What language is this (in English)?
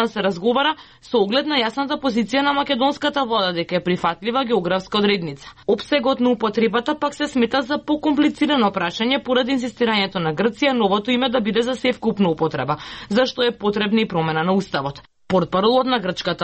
Macedonian